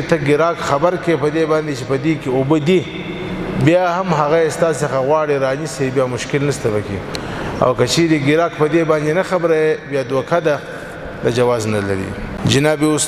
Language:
Pashto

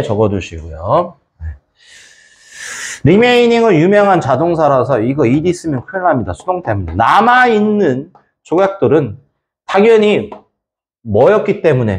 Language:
Korean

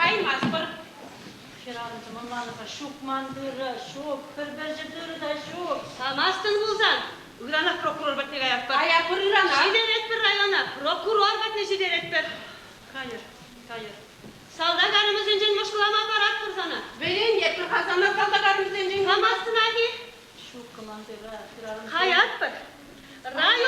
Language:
Chuvash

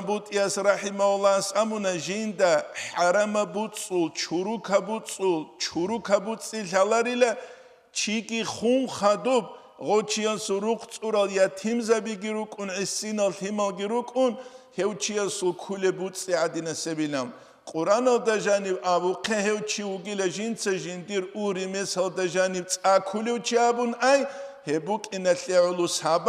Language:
Avaric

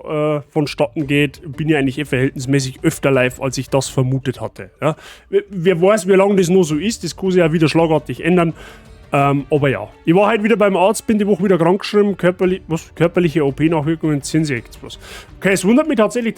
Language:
Bavarian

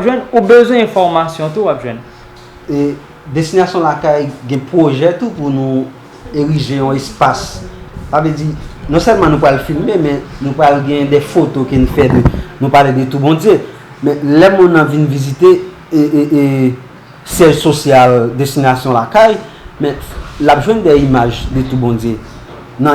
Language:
Haitian Creole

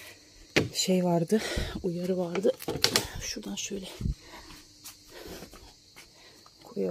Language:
Turkish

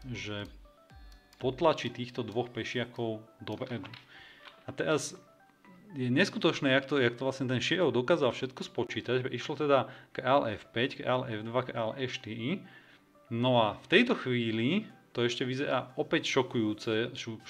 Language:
Slovak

